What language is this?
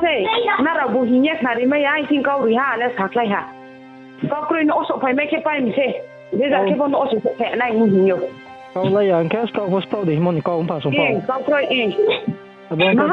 Riang (India)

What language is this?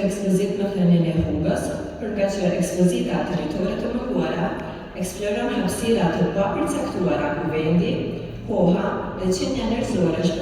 Albanian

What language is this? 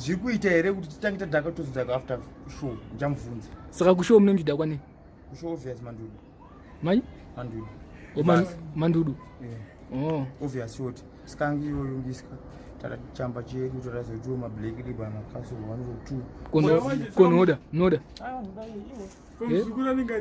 Shona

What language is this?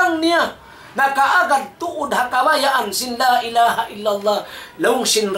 Tausug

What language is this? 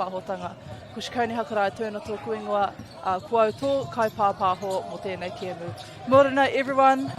Māori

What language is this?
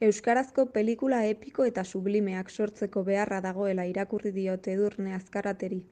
Basque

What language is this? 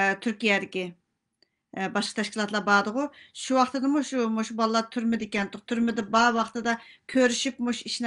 Uyghur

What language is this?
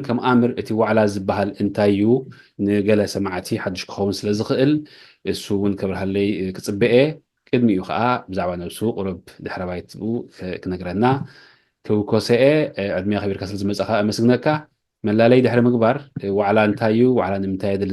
Tigrinya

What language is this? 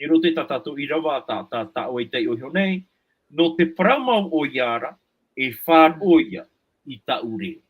Tahitian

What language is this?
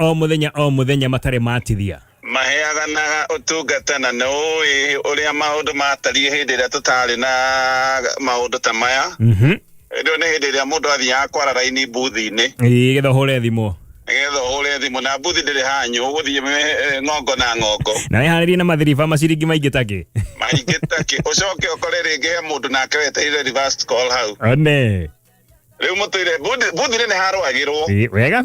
Kikuyu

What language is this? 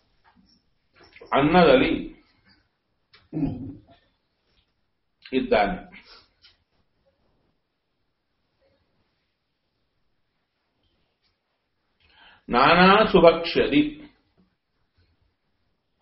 Kannada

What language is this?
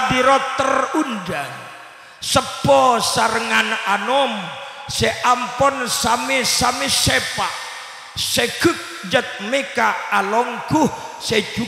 Madurese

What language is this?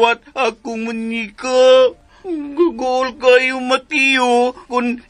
Cebuano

